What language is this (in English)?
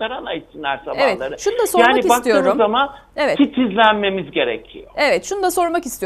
Turkish